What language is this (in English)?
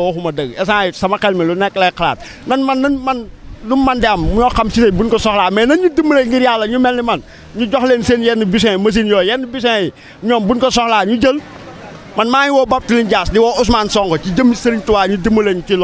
Wolof